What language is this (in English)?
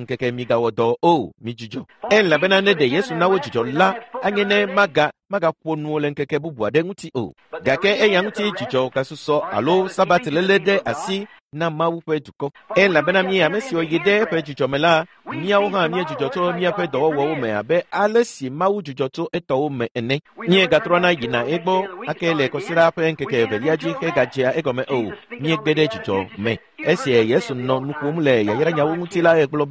Ewe